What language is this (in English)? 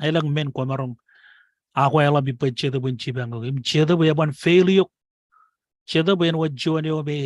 Marshallese